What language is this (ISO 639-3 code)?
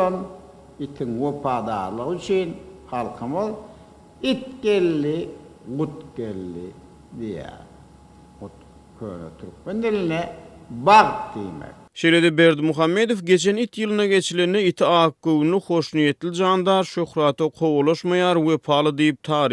tuk